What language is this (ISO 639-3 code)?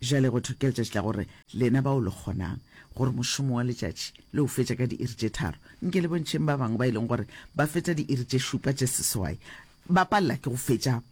nso